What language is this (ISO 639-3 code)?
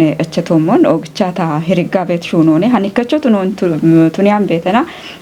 kbr